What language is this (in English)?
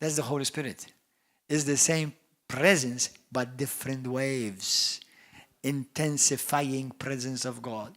English